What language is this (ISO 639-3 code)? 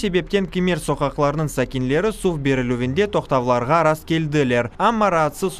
crh